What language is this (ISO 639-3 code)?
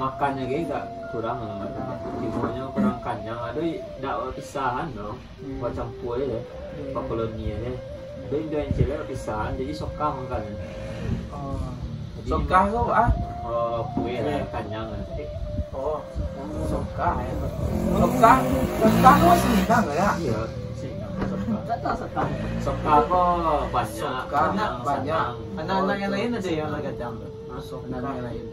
min